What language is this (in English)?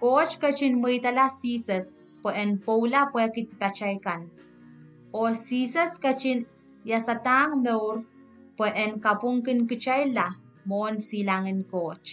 Pohnpeian